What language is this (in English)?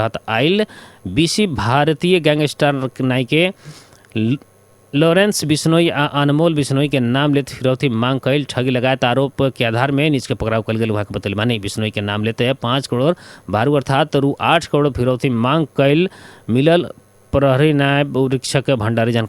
Bhojpuri